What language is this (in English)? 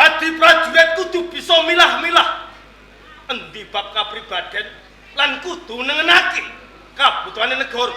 Javanese